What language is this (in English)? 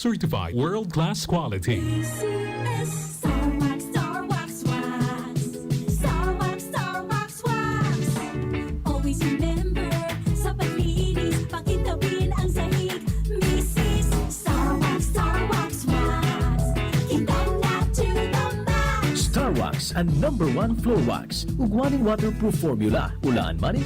Bikol